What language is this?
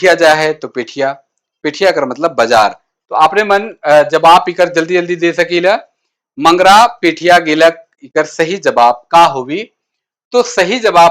Sadri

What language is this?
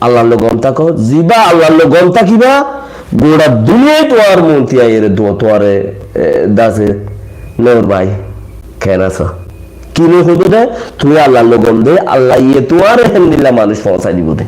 Rohingya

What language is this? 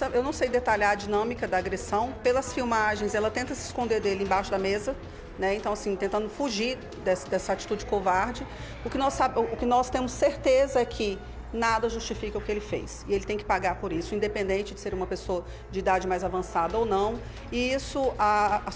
Portuguese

